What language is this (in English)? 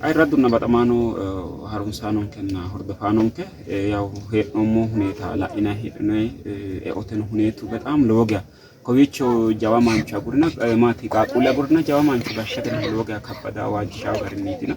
Sidamo